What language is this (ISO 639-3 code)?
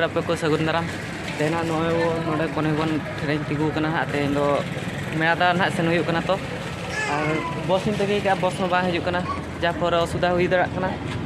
sat